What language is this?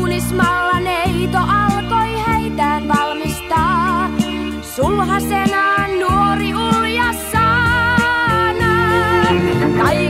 Finnish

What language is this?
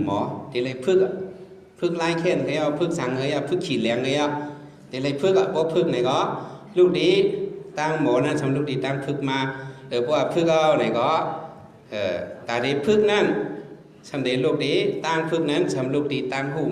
Shan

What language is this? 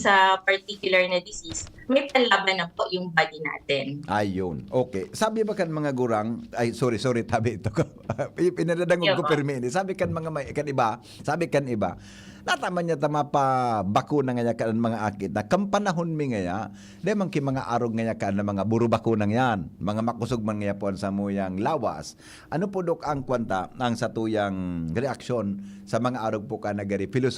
Bikol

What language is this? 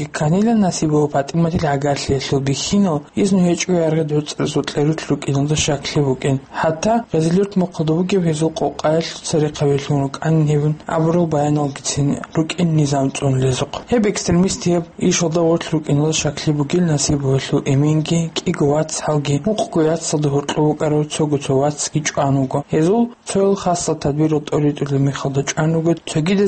Avaric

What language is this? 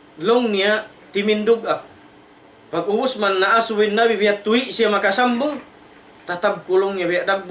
Tausug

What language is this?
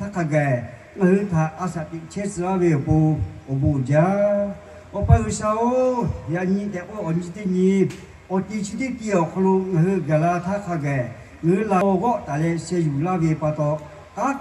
Lahu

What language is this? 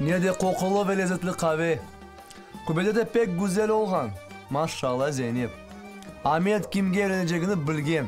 Crimean Tatar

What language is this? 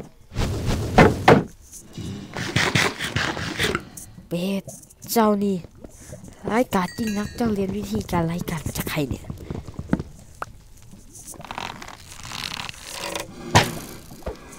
Thai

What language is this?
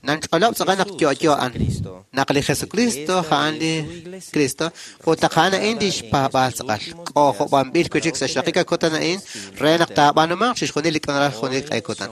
Kekchí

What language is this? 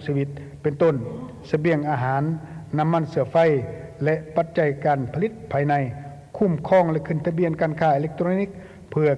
Lao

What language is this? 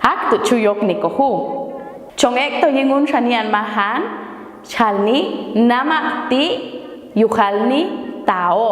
Popti'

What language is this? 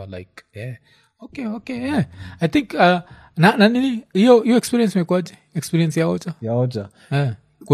Swahili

